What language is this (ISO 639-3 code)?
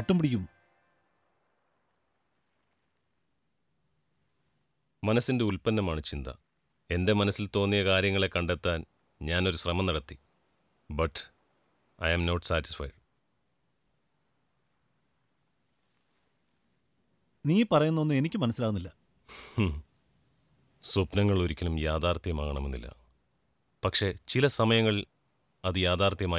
mal